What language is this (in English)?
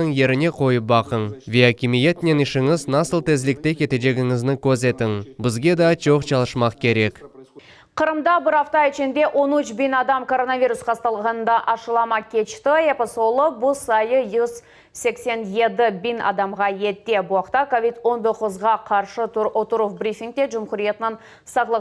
Crimean Tatar